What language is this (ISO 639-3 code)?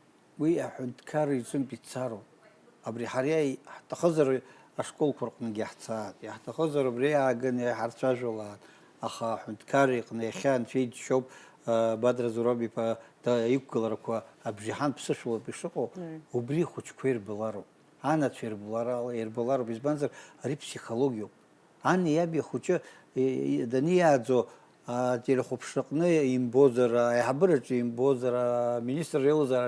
abk